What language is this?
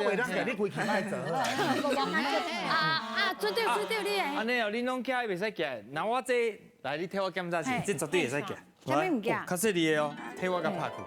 Min Nan Chinese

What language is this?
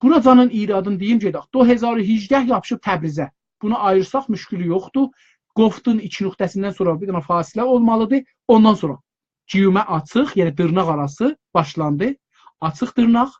South Azerbaijani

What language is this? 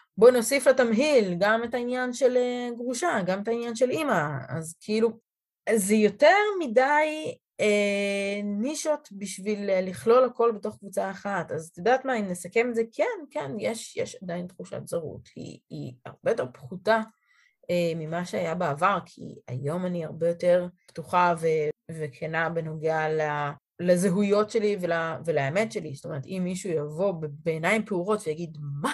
Hebrew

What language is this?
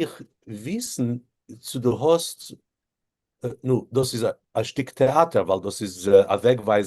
Yiddish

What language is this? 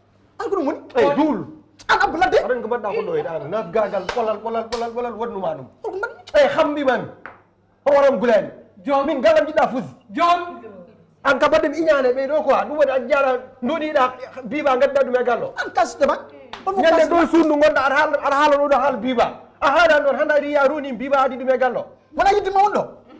Fula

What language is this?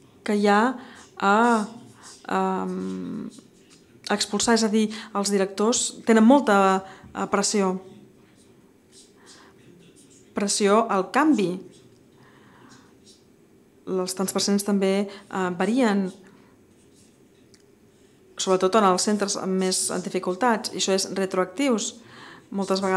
Catalan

